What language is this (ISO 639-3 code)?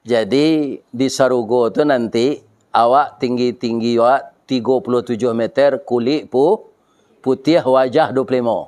min